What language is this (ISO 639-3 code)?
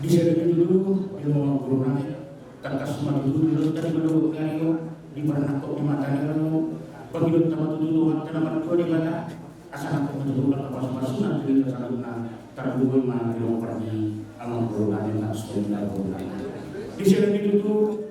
bbc